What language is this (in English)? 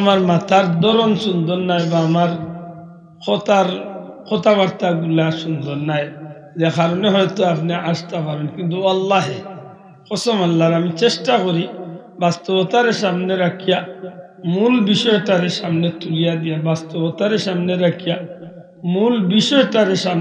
Sylheti